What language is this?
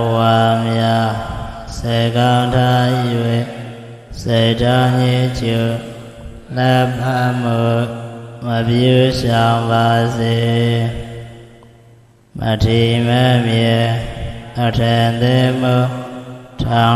Burmese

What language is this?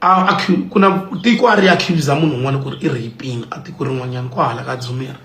Tsonga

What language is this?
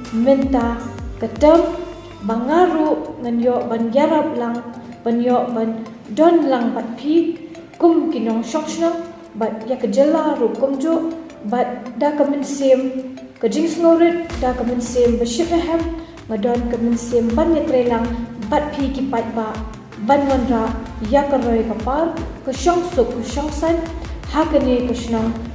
Khasi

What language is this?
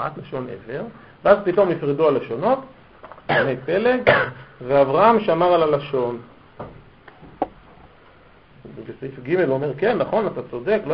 Hebrew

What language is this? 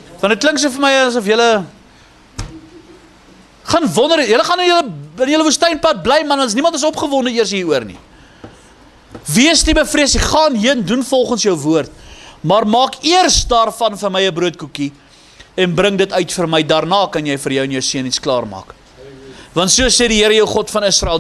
Afrikaans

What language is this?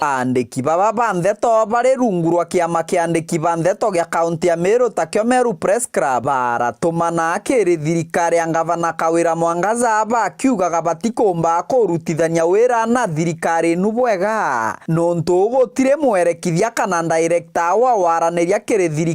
Meru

